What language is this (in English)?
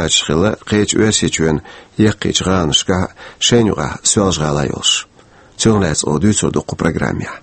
Chechen